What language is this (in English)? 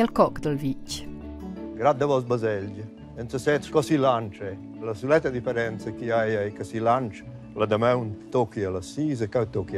Romansh